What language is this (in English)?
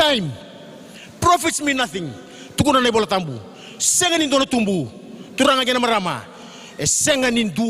Fijian